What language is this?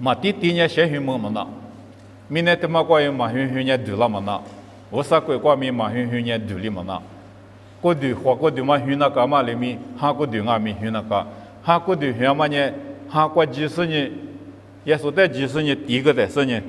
Lisu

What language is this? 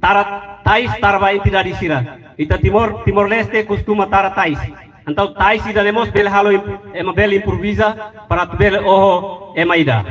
Tetum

